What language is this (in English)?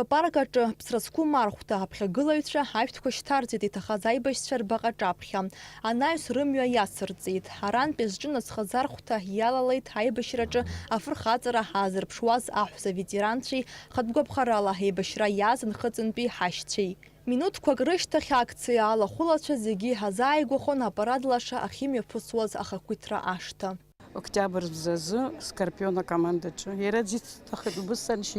Abkhazian